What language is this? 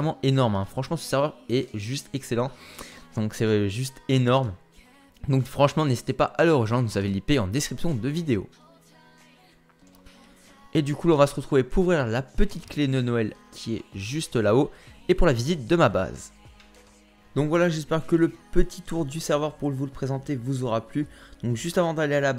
French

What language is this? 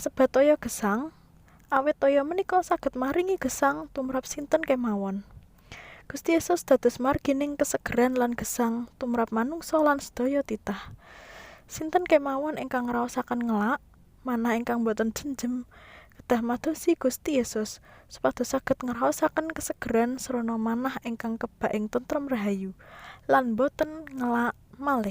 Javanese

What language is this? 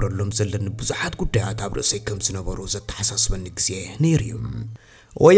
Tigrinya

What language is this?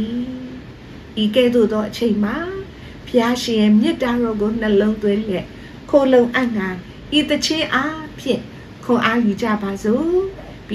Burmese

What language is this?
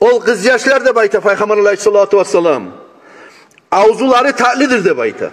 Kumyk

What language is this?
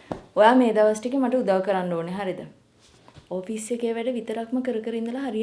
Sinhala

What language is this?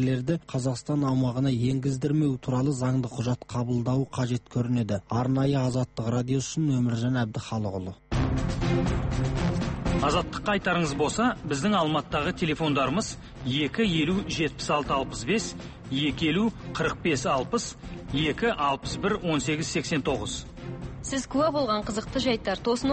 Kazakh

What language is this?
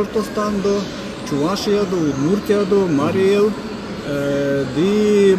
Erzya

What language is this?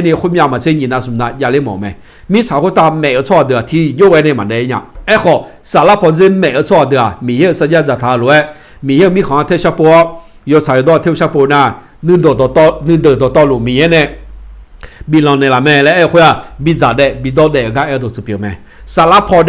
Akha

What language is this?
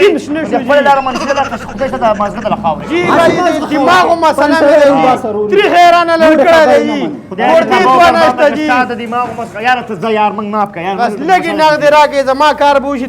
Pashto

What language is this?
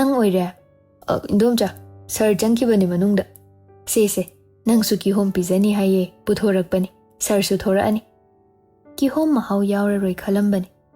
Manipuri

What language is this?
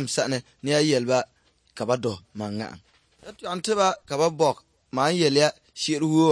Dagbani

